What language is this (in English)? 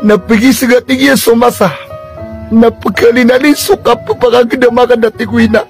Maranao